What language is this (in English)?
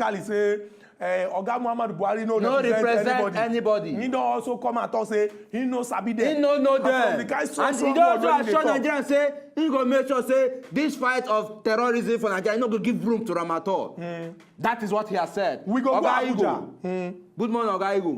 Nigerian Pidgin